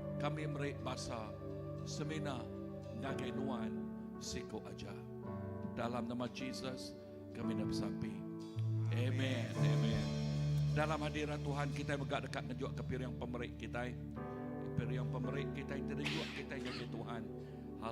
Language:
Iban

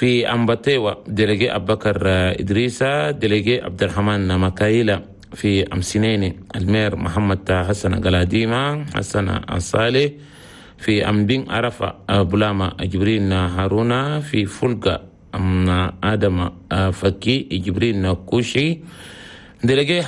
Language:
Chadian Arabic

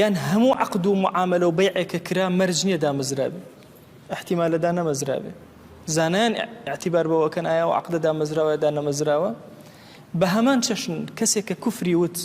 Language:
Central Kurdish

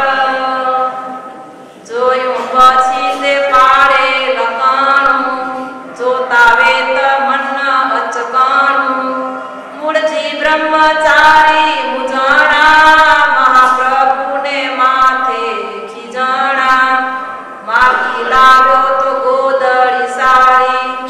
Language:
Gujarati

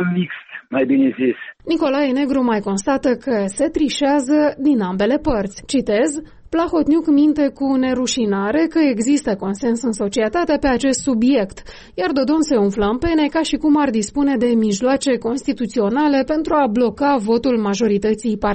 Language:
Romanian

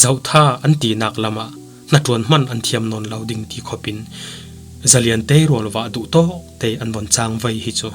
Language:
Falam Chin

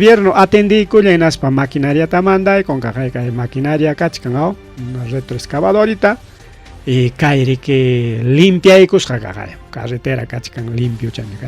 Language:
Ayacucho Quechua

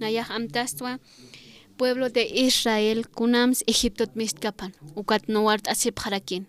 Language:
Aymara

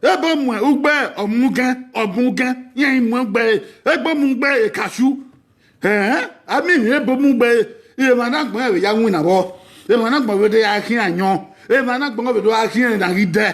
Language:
Bini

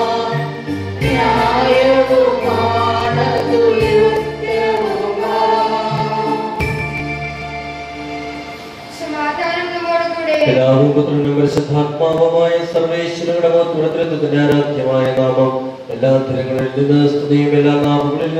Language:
Malayalam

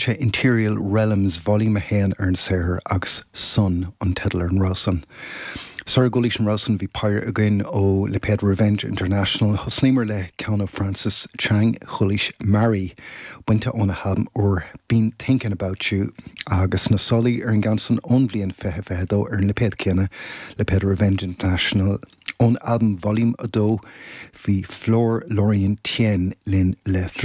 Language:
Irish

